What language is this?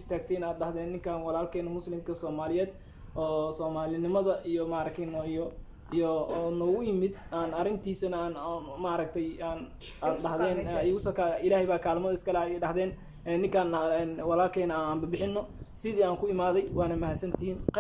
Somali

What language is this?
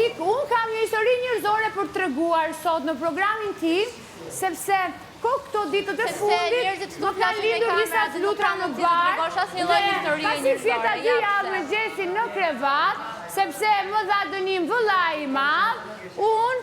Albanian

